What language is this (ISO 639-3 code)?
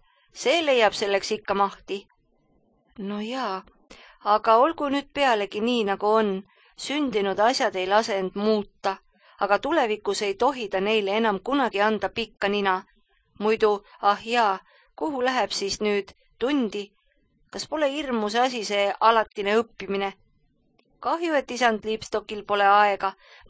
est